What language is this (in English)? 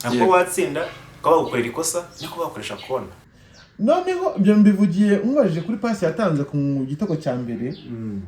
Kinyarwanda